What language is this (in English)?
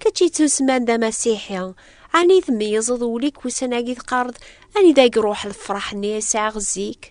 Kabyle